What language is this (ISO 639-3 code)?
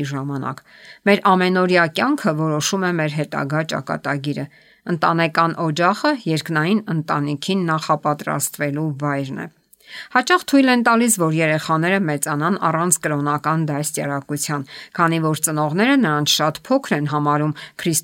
hye